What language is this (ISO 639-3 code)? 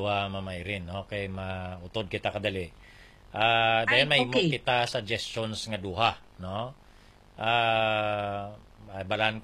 hil